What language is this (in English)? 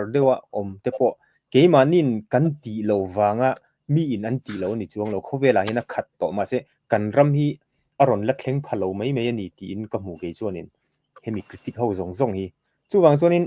Mizo